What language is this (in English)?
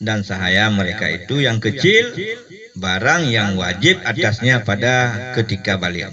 Achinese